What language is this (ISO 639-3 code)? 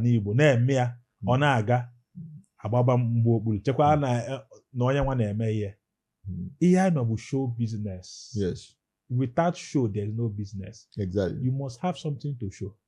ibo